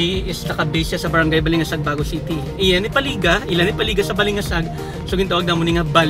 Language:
Hiligaynon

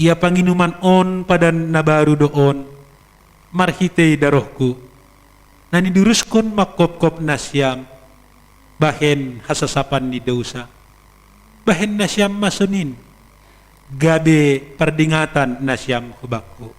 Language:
Batak Simalungun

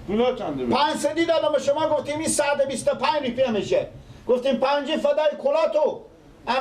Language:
Persian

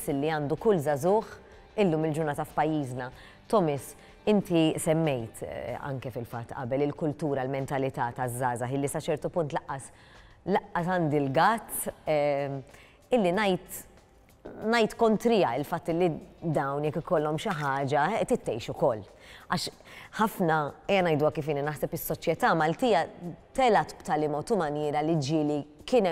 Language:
Maltese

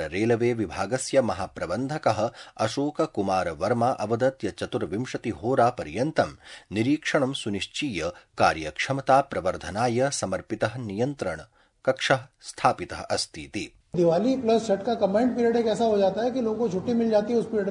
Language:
Sanskrit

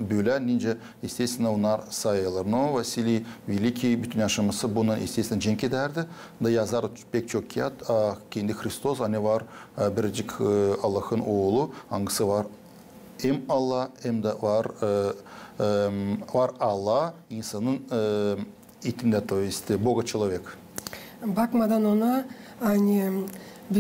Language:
Gagauz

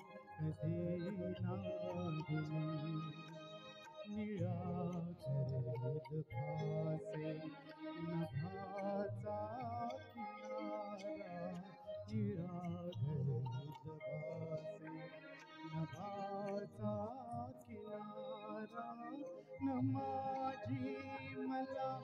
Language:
Marathi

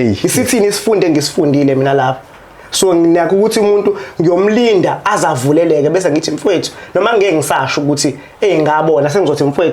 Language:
Zulu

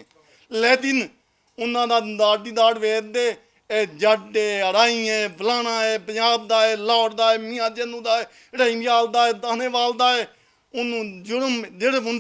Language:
Western Panjabi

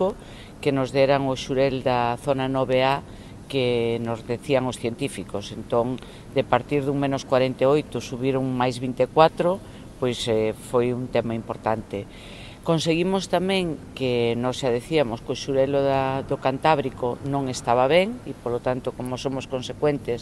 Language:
Galician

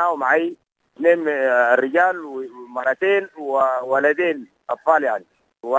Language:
Sudanese Arabic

